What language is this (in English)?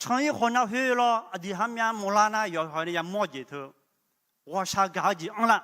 Akha